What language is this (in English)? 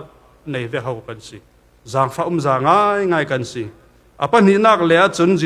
Falam Chin